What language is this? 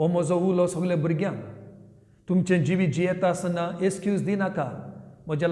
Konkani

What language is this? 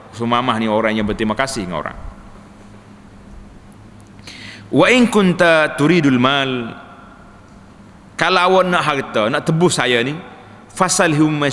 Malay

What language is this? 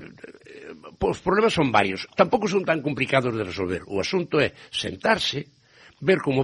Galician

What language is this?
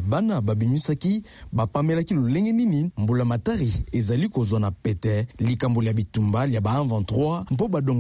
Lingala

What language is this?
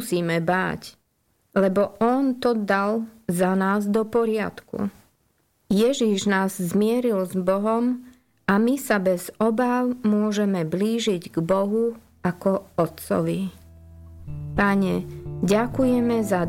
Slovak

